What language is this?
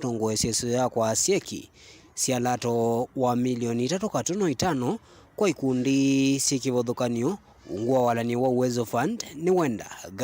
Kamba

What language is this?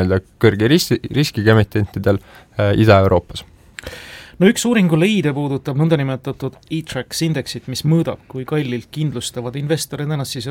Estonian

